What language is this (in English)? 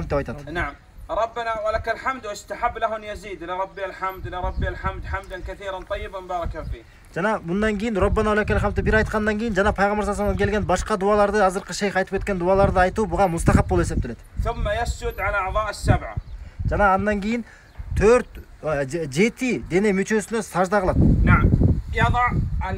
Kyrgyz